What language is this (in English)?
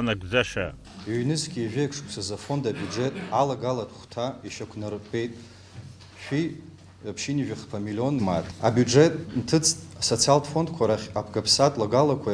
Abkhazian